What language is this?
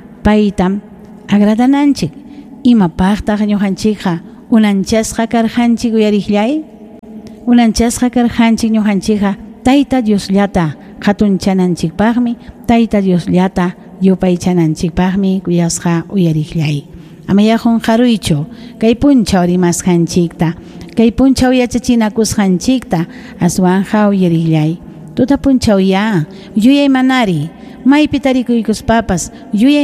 Ayacucho Quechua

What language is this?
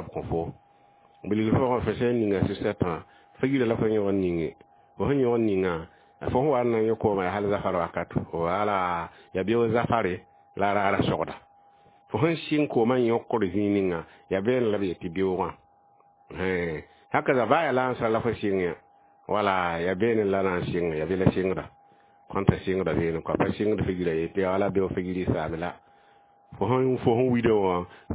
Mossi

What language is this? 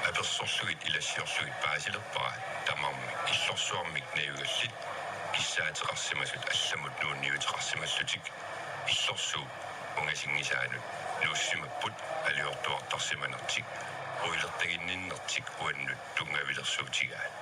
Kalaallisut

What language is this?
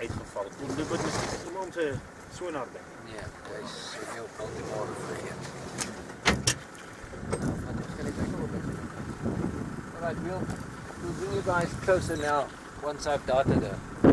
Afrikaans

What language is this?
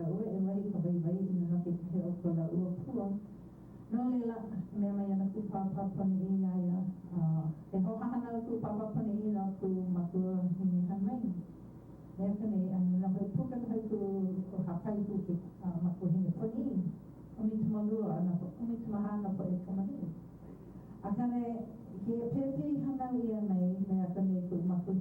Hawaiian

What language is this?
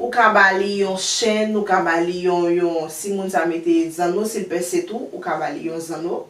Haitian Creole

